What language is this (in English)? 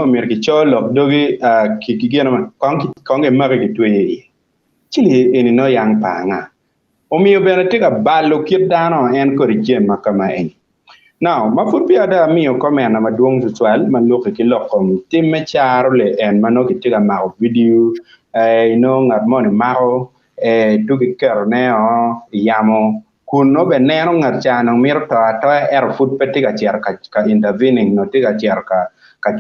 Acoli